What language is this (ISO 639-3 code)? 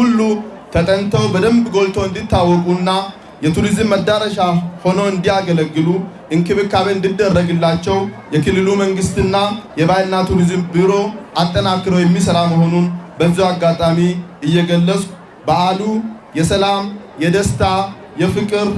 amh